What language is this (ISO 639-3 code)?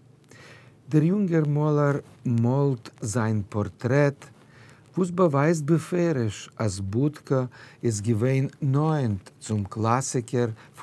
yid